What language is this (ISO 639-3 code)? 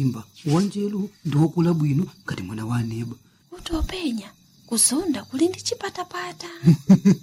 nya